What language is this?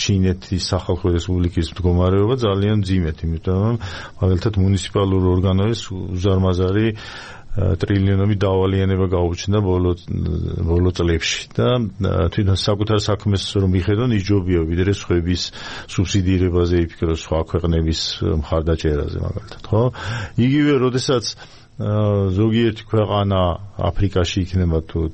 Georgian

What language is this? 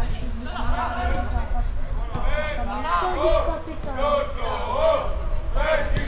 Czech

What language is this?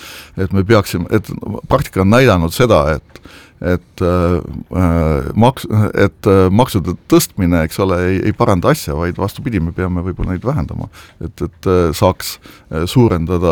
Estonian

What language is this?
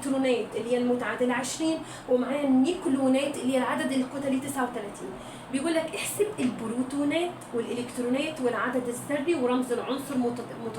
Egyptian Arabic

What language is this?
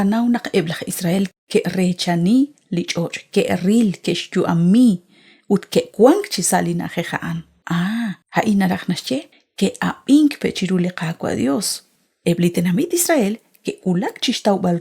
Kekchí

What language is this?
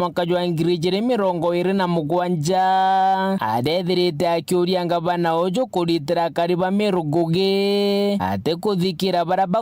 Meru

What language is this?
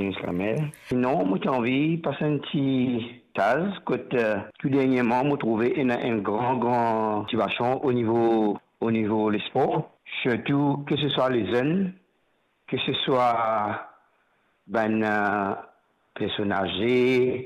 Morisyen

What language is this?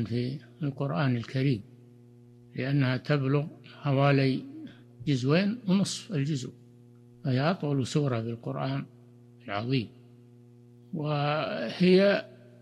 Arabic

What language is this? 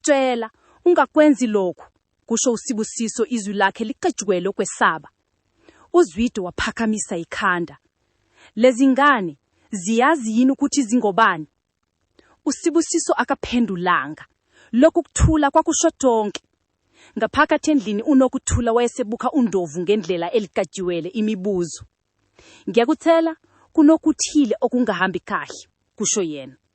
Zulu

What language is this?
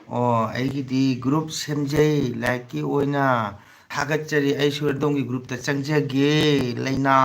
Manipuri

